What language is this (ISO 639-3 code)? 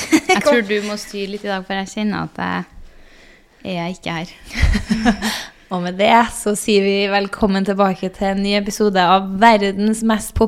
nor